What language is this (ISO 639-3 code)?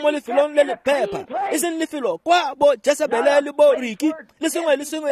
tsn